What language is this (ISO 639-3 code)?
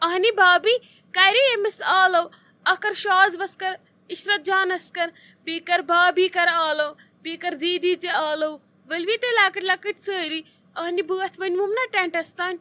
kas